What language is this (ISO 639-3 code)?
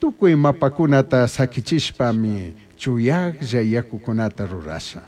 qug